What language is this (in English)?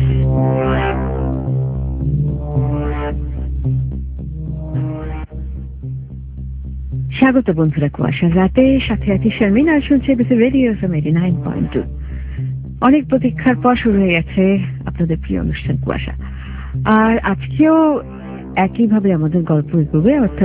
Bangla